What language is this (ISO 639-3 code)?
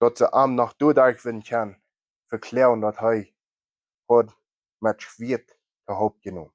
pdt